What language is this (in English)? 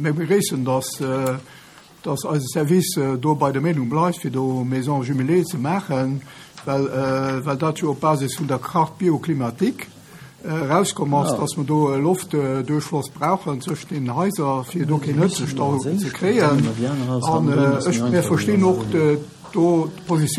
Luxembourgish